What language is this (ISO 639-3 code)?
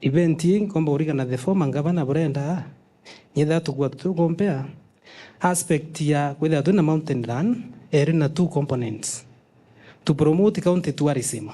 mer